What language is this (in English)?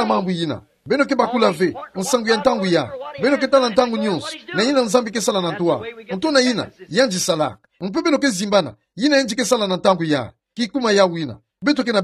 Kituba (Democratic Republic of Congo)